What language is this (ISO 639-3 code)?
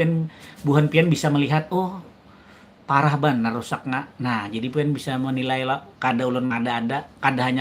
bjn